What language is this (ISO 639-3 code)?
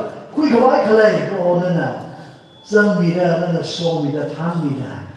nmf